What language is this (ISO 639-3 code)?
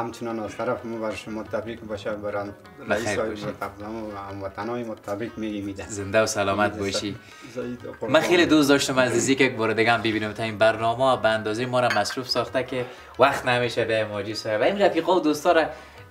fas